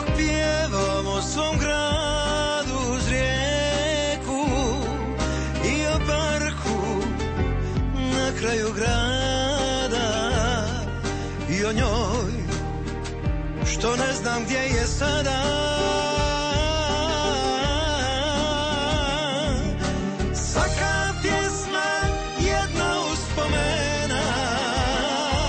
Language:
Croatian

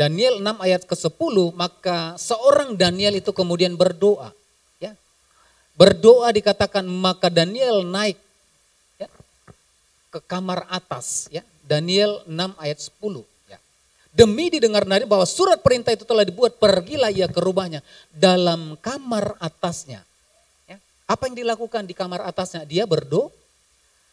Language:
Indonesian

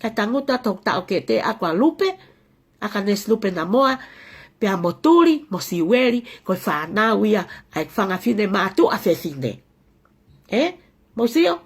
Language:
Tongan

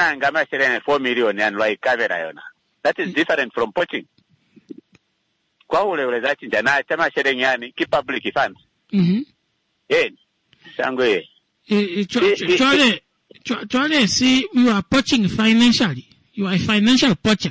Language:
Swahili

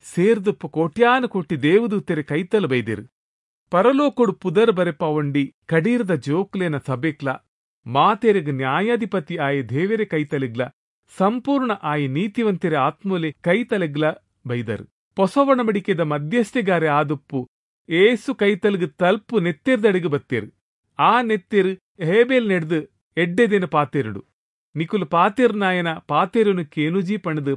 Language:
Tulu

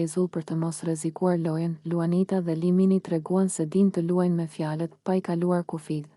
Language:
Albanian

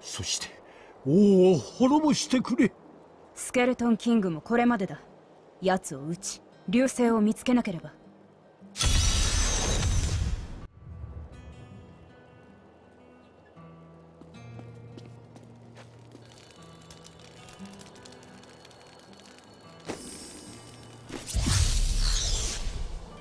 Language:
Japanese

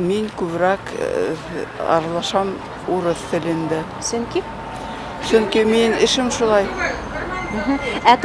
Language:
Bashkir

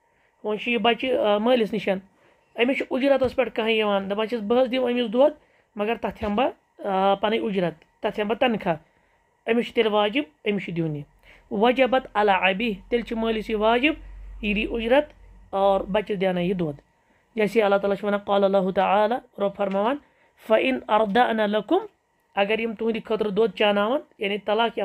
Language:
Kashmiri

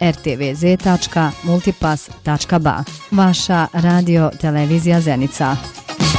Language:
Bosnian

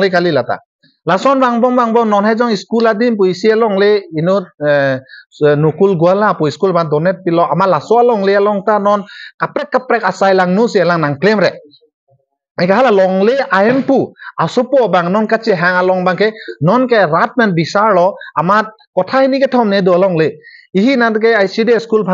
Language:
Karbi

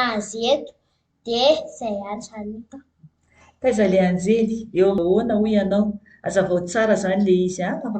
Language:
Malagasy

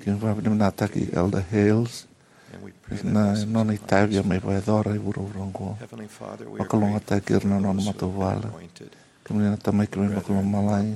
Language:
Fijian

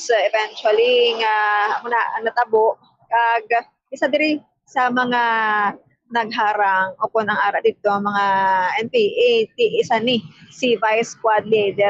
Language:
Hiligaynon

